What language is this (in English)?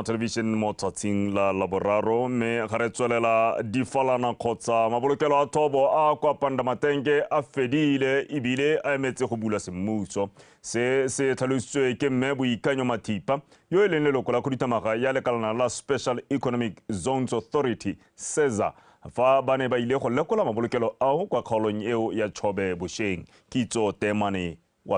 Tswana